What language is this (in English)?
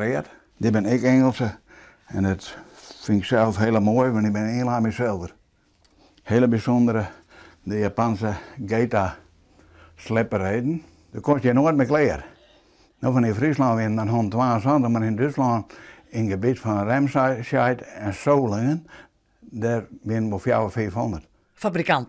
Western Frisian